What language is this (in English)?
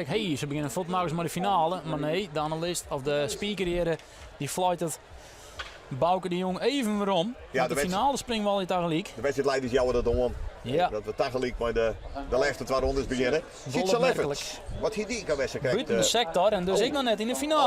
Western Frisian